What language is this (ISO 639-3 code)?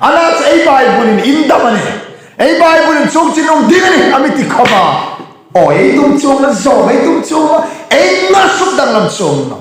hmr